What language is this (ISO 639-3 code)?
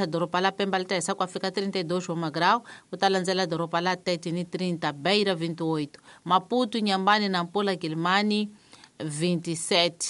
tso